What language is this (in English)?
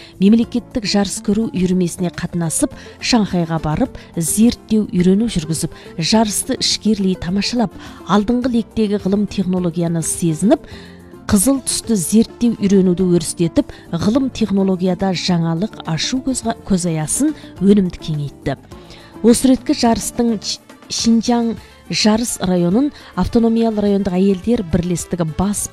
Kazakh